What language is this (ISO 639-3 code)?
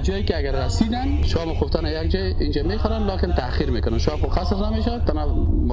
tgk